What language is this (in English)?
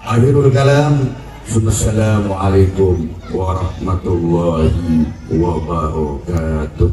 Madurese